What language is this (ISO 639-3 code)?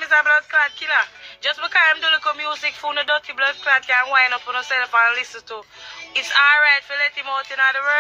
jam